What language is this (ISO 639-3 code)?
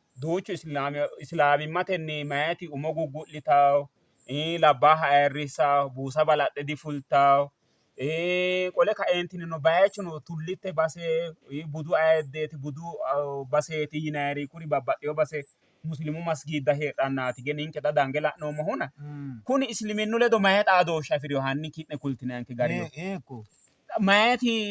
sid